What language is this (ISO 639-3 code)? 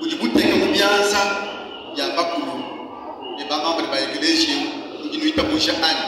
lua